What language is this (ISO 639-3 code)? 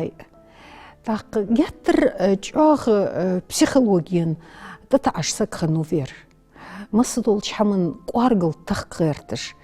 inh